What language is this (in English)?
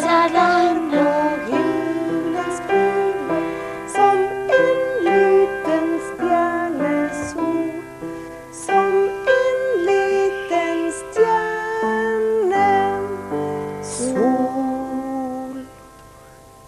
Norwegian